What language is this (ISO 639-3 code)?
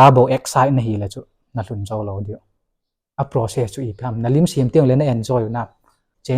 tcz